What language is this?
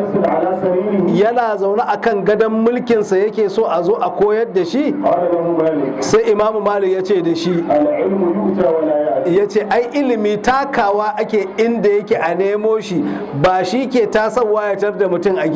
Hausa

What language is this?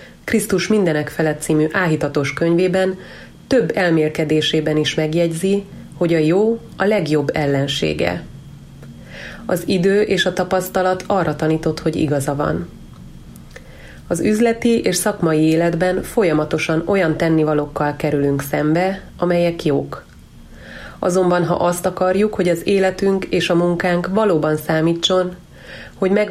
Hungarian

